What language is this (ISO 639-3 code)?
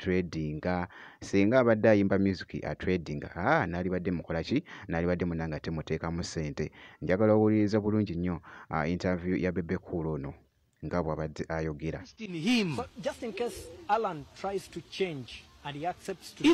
lug